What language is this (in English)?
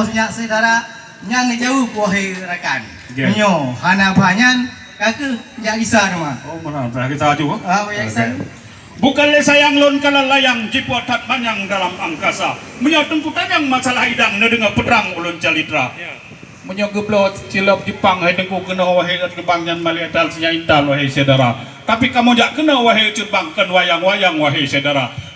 Achinese